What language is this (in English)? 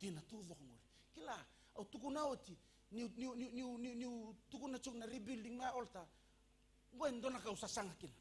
Fijian